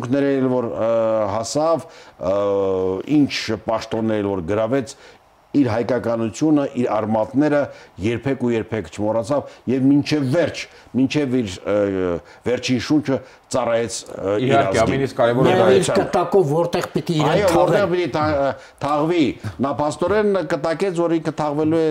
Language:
Armenian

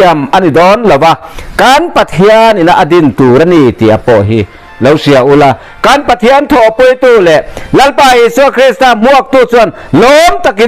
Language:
Mizo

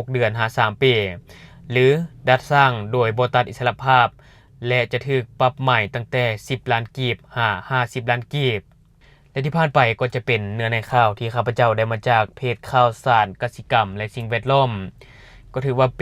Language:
Lao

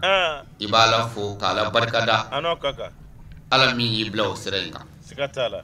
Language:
Bambara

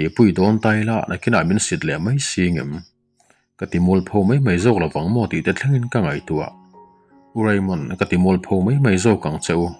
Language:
Mizo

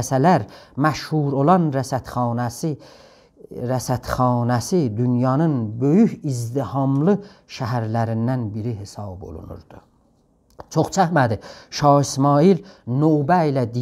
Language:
South Azerbaijani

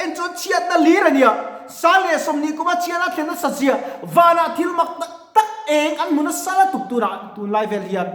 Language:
Mizo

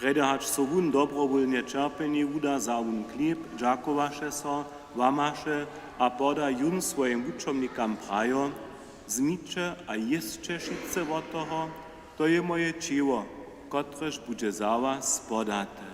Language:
Upper Sorbian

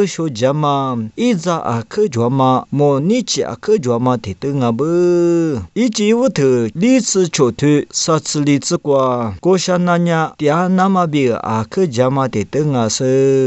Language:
Lisu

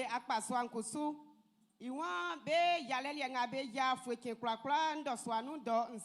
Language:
Baoulé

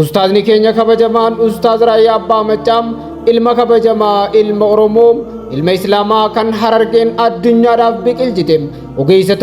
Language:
Oromo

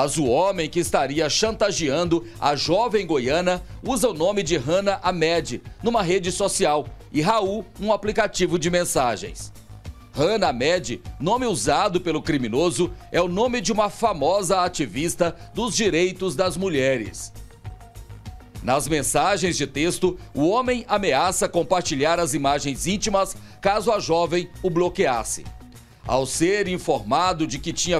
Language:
Portuguese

